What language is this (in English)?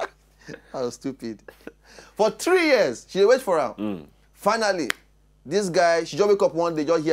Nigerian Pidgin